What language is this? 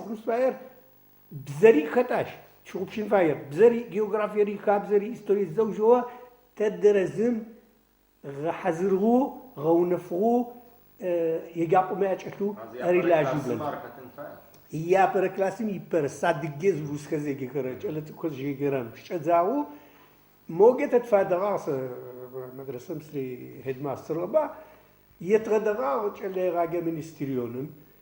Adyghe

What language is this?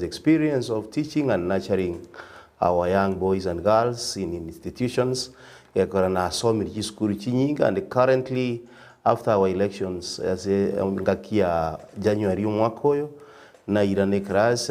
Gusii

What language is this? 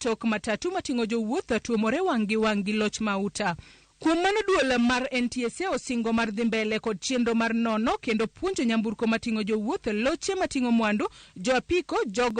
Luo (Kenya and Tanzania)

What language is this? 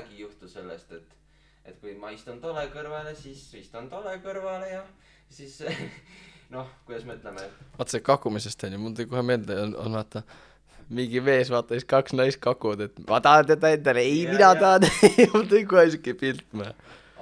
Estonian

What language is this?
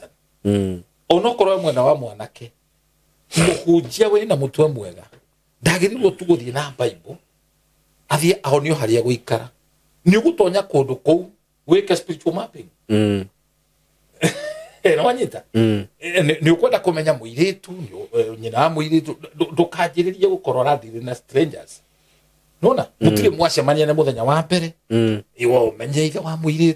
Kikuyu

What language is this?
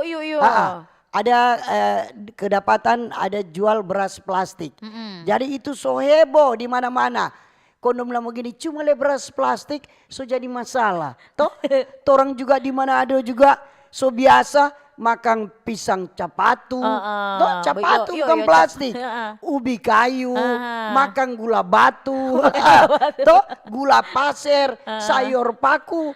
Manado Malay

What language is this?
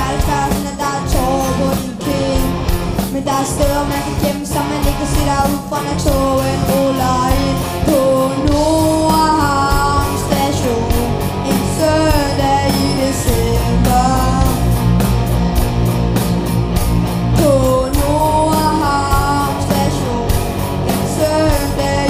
Danish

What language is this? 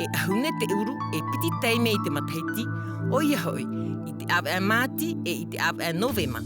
Tahitian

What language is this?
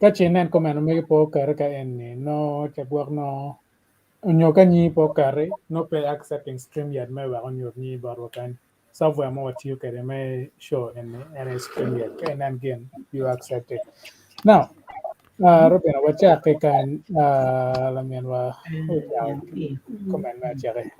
Acoli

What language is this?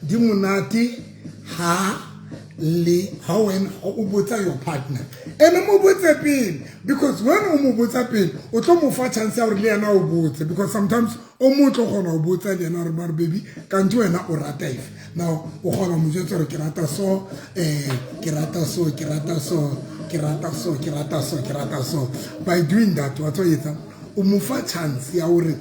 Southern Sotho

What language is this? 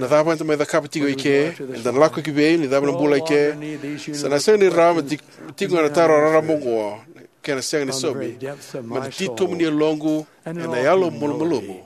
Fijian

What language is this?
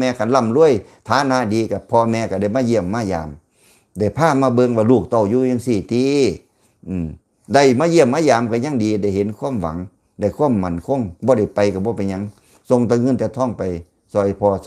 Lao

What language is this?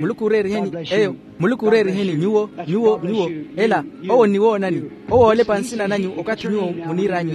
Makhuwa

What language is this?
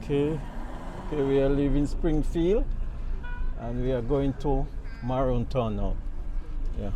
Jamaican Creole English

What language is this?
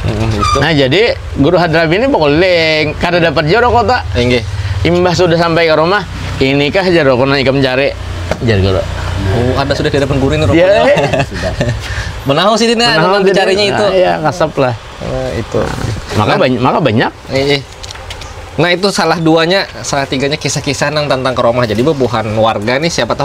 Banjar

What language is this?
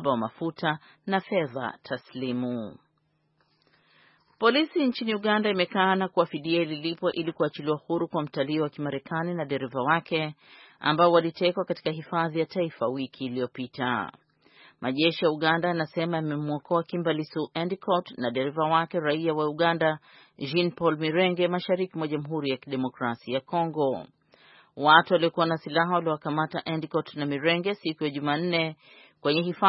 Swahili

